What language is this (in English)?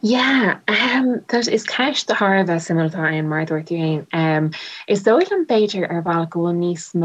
Irish